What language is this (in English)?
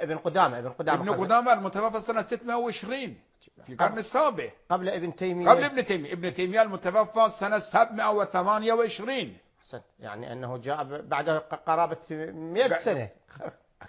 Arabic